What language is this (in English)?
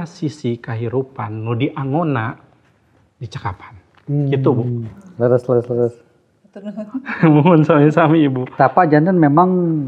Sundanese